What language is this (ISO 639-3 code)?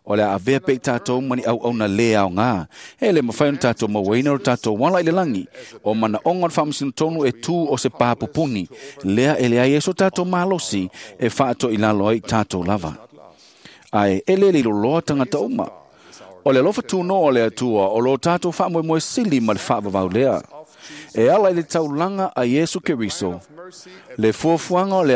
smo